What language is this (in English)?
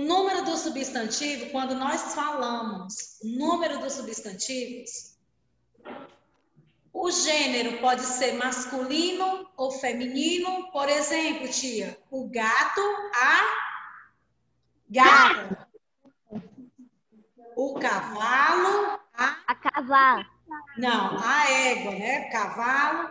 Portuguese